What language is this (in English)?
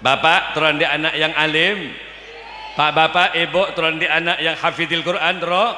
Madurese